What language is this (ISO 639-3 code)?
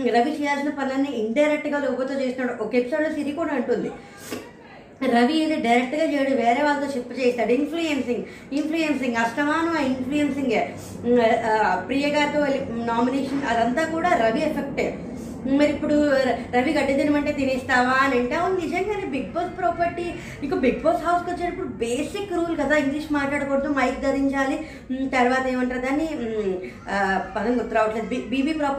tel